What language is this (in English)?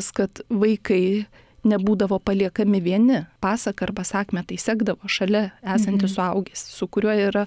Lithuanian